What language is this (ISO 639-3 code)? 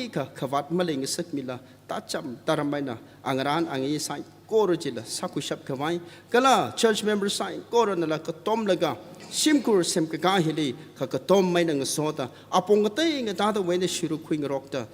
nmf